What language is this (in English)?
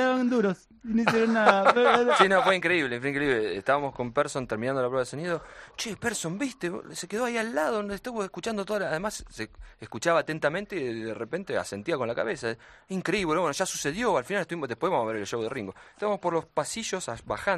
Spanish